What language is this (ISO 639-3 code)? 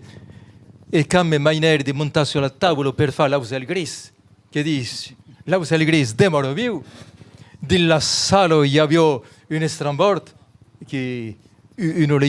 oci